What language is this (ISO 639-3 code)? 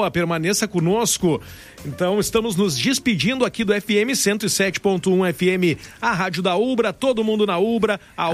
por